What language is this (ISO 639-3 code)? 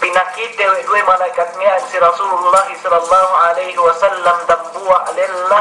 yka